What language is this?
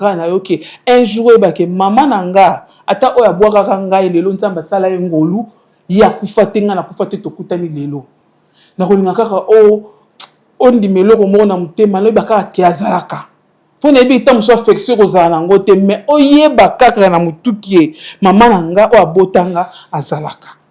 Lingala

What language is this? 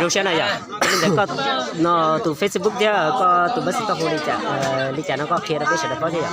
Hmong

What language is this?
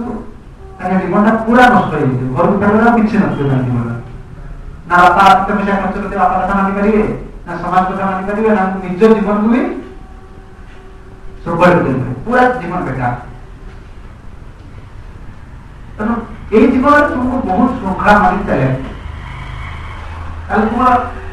Odia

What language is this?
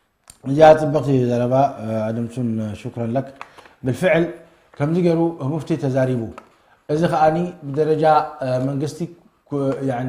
Tigrinya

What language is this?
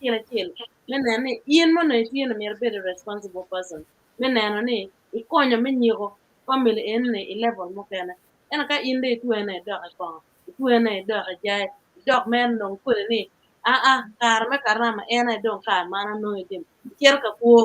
Acoli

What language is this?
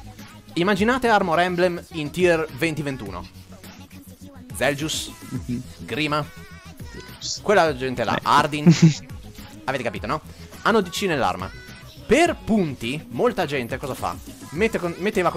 Italian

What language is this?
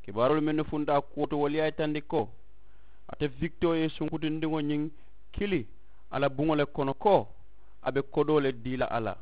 Mandingo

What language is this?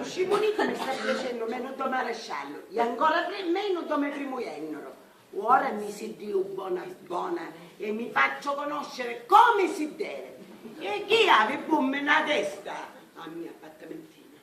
Sicilian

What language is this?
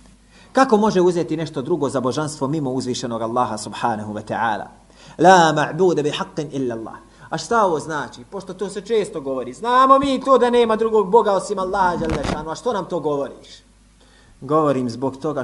Bosnian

